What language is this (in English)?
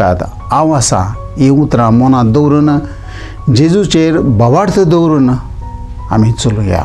Konkani